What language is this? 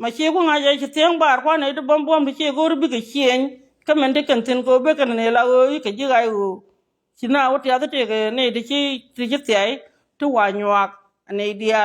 Nuer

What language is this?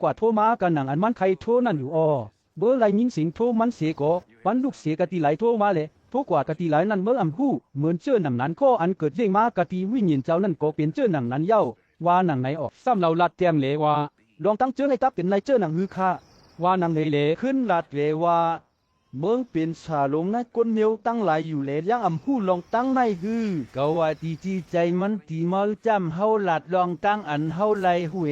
Shan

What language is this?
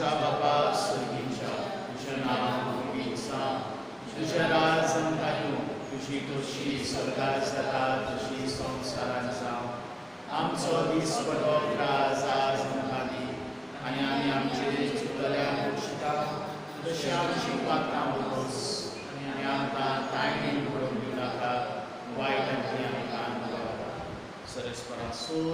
Konkani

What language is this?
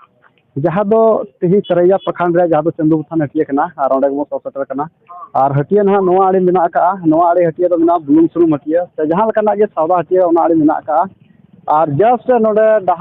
Santali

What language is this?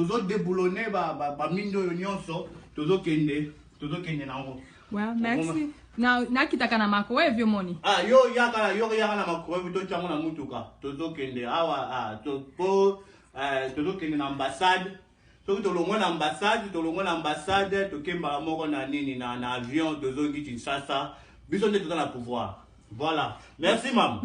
Lingala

